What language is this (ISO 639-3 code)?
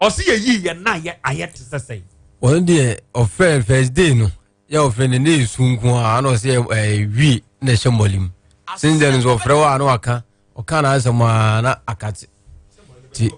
aka